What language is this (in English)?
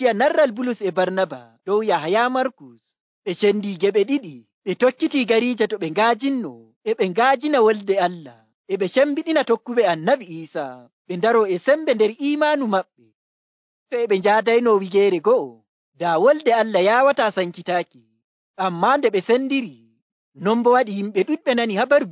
Nigerian Fulfulde